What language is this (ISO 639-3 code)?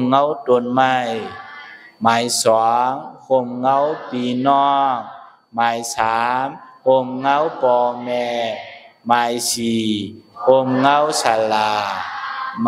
shn